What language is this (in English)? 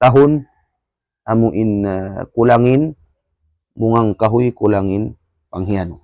Tausug